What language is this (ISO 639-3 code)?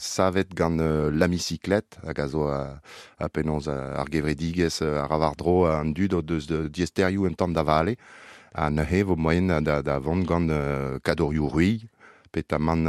bre